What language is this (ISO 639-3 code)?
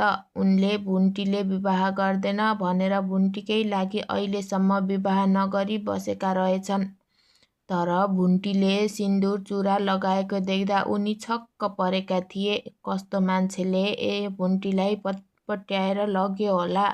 nep